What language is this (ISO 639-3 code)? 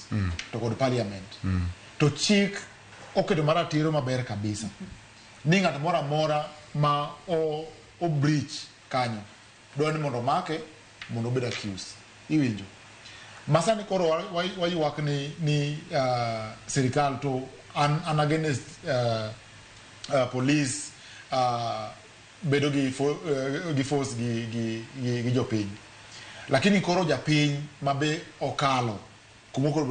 luo